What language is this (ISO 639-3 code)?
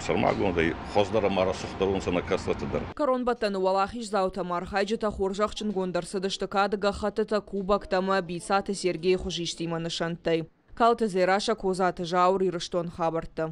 oss